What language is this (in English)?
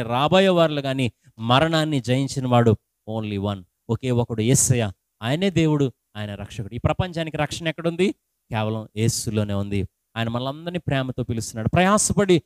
Telugu